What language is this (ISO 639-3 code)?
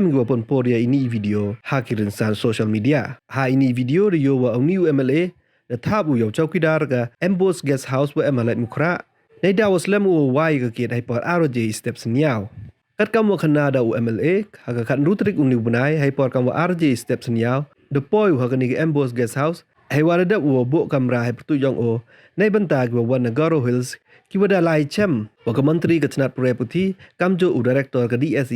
pbv